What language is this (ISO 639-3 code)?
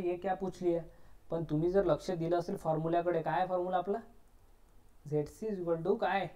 mar